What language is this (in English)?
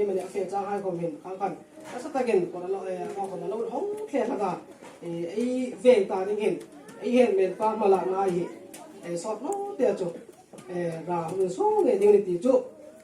Hmar